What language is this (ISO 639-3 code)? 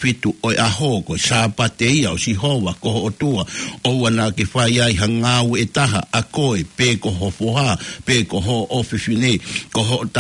ton